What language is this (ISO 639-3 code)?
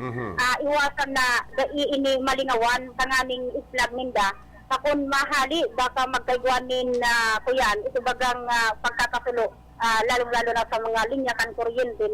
bik